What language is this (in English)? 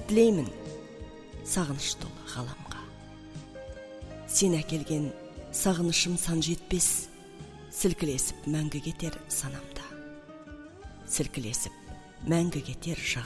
Kazakh